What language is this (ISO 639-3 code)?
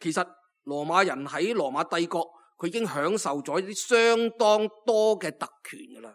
yue